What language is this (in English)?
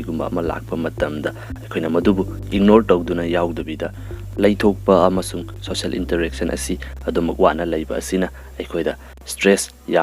Manipuri